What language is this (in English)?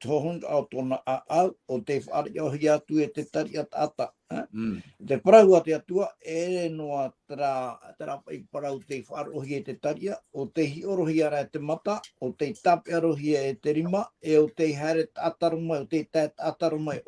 Tahitian